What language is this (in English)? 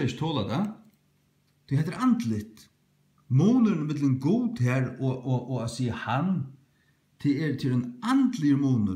Faroese